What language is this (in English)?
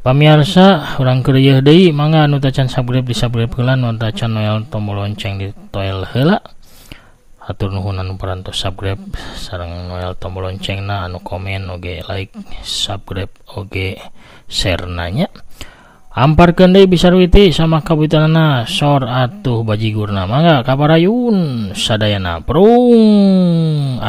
Sundanese